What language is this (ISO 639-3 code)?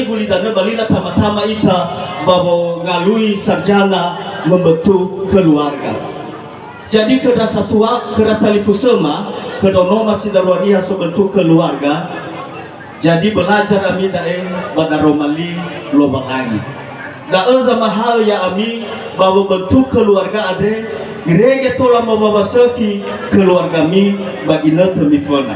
nia